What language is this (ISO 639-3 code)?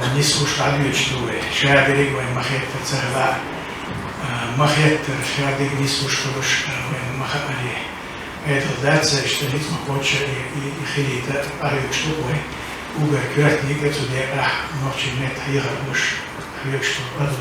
che